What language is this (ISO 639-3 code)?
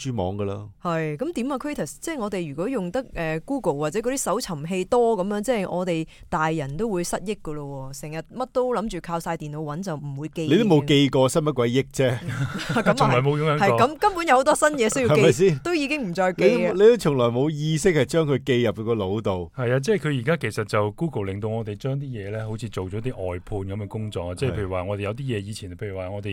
yue